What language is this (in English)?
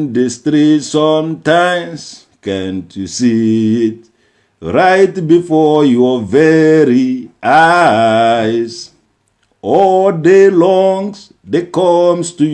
Igbo